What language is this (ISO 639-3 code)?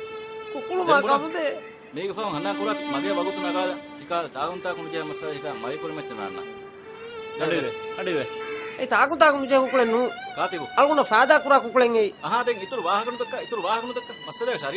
div